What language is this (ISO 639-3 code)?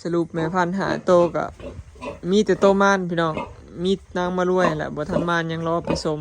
lao